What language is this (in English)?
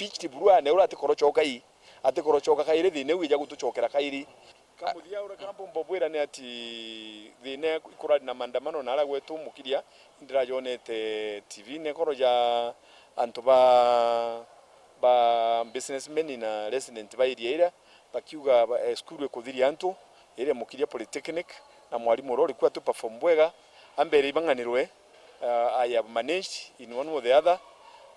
Meru